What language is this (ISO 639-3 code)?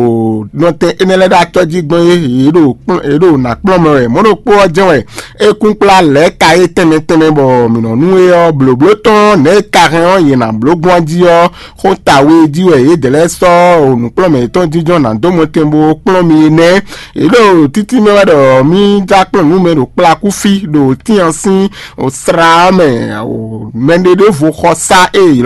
fon